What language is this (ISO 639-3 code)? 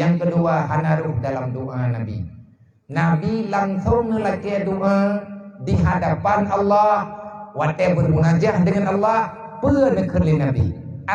ace